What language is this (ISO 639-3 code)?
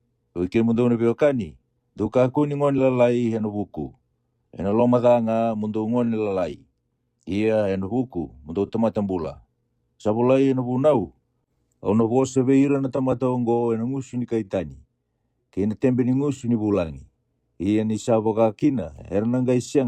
fij